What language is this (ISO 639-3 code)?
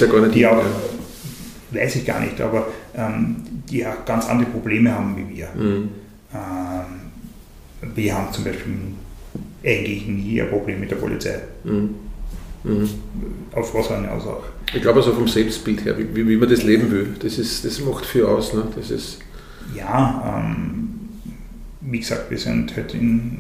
deu